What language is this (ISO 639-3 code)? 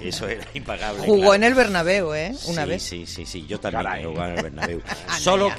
spa